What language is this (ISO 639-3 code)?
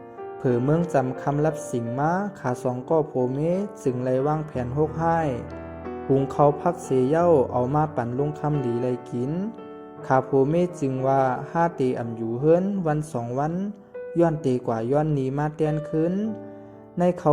shn